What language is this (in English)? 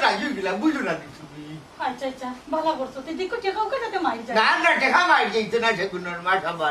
Sylheti